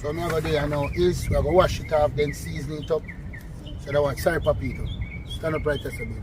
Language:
Jamaican Creole English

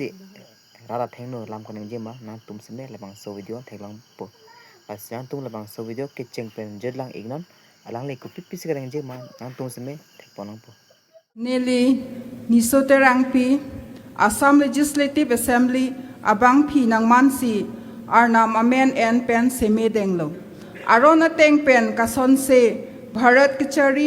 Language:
Karbi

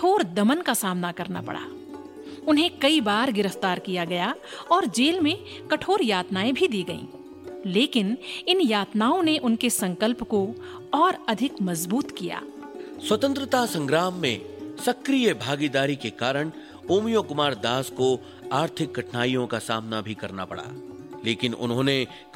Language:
Hindi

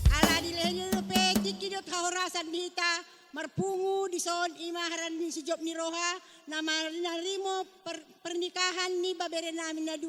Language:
Batak Toba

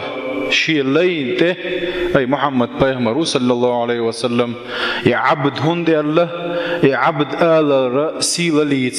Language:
Chechen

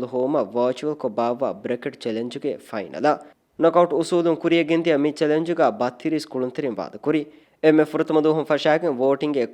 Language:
Divehi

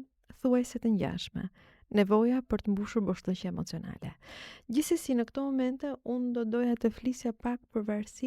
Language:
Albanian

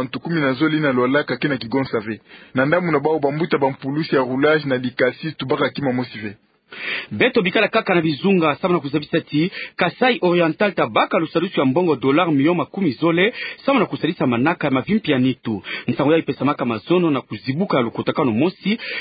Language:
Kituba (Democratic Republic of Congo)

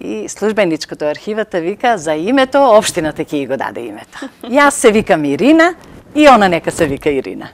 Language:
Macedonian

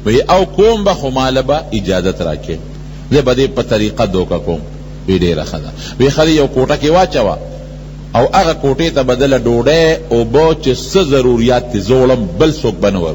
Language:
Pashto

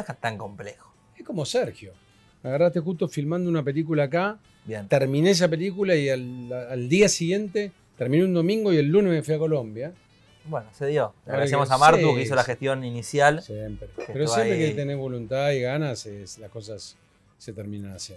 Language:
Spanish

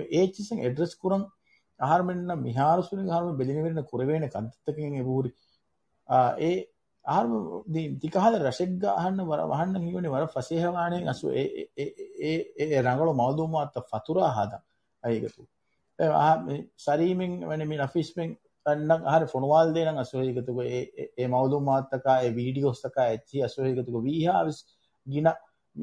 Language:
Divehi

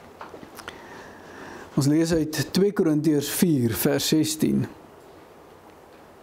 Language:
Afrikaans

